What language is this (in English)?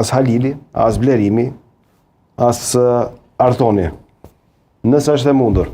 Albanian